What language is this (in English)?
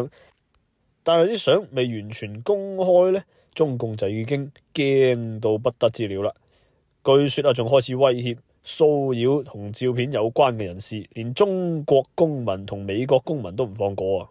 Cantonese